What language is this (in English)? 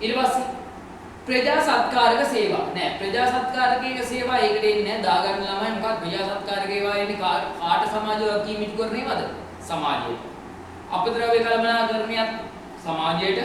Sinhala